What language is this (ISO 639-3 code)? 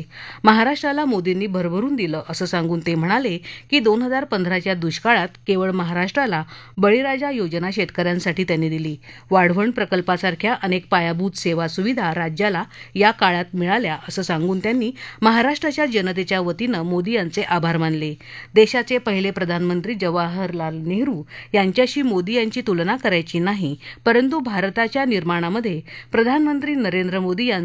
mar